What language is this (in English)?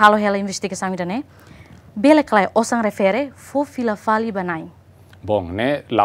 Tetum